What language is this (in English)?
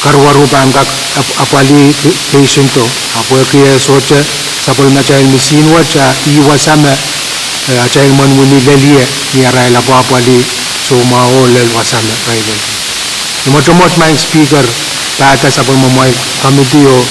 Pohnpeian